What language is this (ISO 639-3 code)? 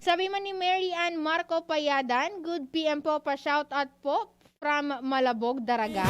bik